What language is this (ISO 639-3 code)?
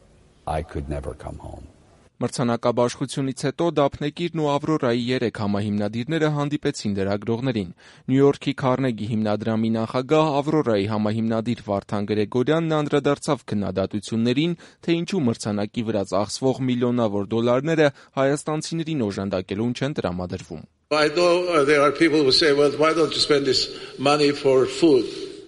hye